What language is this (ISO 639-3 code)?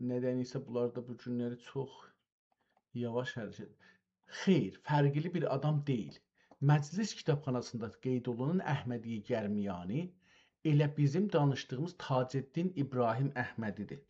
azb